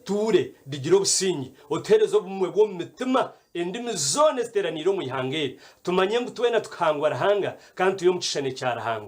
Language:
Nyankole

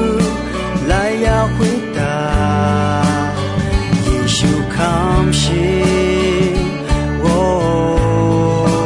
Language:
Akha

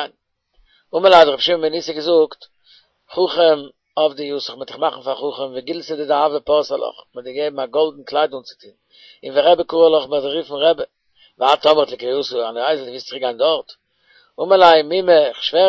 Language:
Yiddish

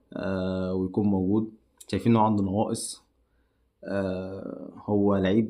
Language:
Egyptian Arabic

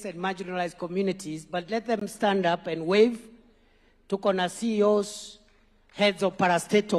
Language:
Gusii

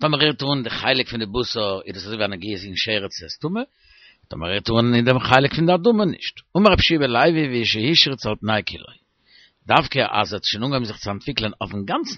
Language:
Yiddish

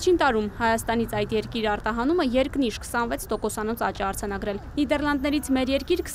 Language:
Armenian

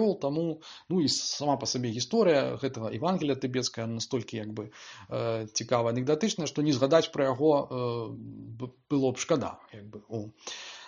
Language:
Belarusian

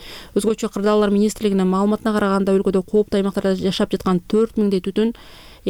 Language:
Kyrgyz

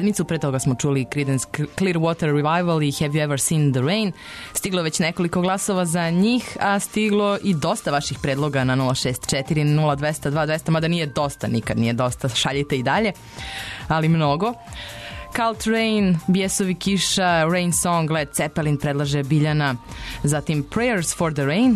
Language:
Serbian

